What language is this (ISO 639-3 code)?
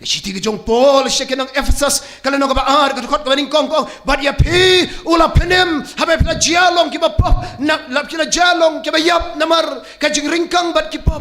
kha